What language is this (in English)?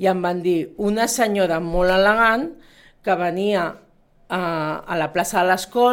Catalan